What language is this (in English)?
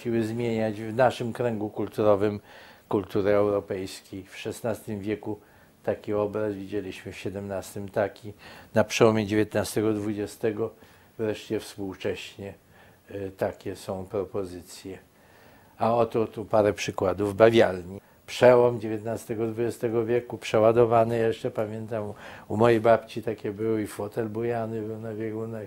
Polish